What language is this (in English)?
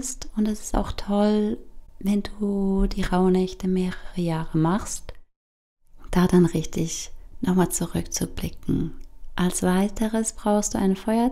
Swiss German